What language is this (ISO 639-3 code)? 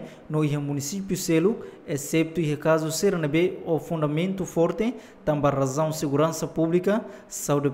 tet